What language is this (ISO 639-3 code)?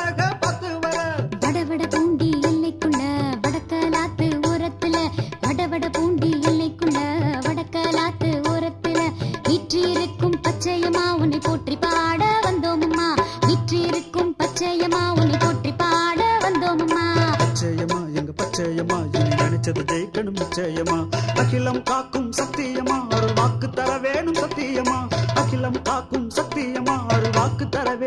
tam